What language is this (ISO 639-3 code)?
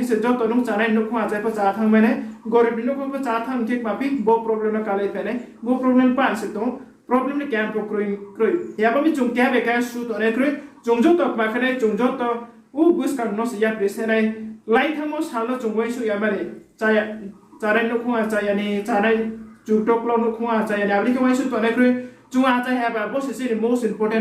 ria